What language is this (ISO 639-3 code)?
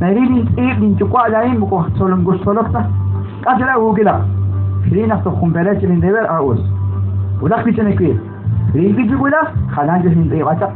kek